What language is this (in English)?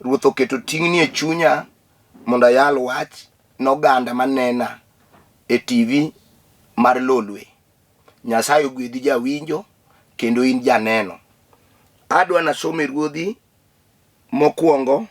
Luo (Kenya and Tanzania)